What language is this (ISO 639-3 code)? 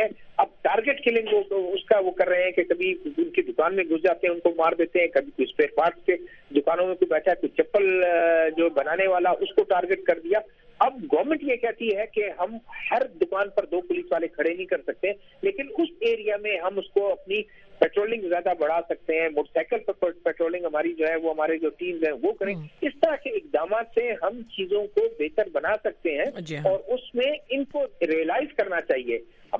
urd